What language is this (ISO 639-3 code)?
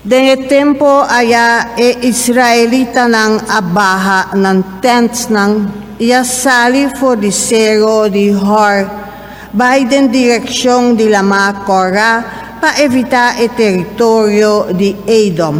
pap